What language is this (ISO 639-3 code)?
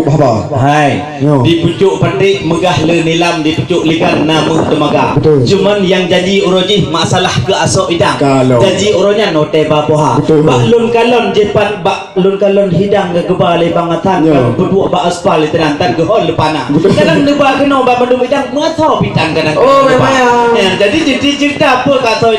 ace